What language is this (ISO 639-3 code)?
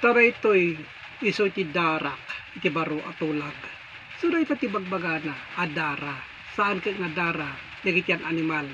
ilo